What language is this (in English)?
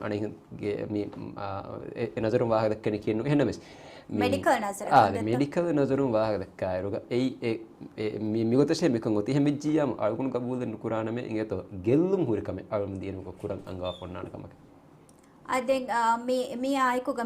Divehi